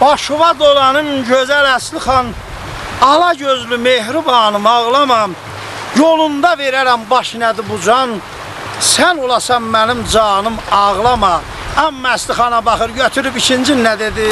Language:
South Azerbaijani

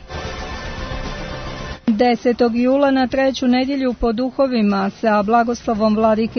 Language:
Serbian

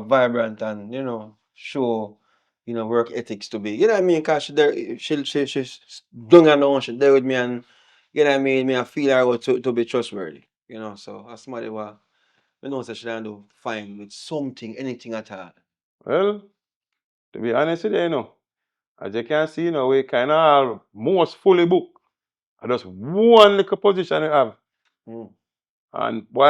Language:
Jamaican Creole English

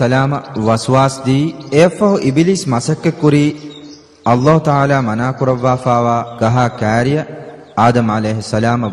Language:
Divehi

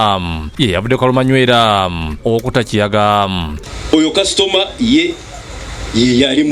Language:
Ganda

